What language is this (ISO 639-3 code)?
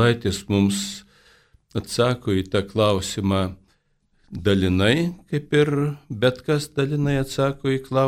lit